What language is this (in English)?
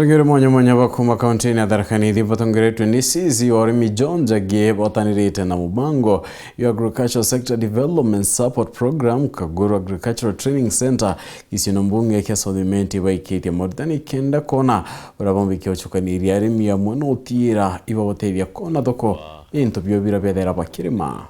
Meru